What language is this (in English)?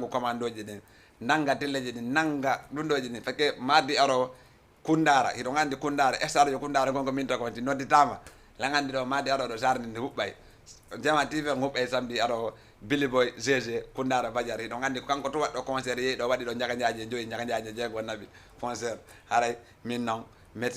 Fula